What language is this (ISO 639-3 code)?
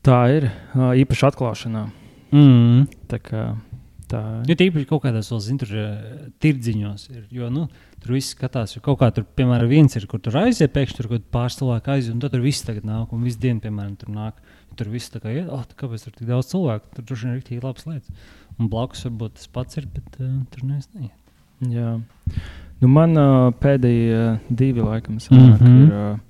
lav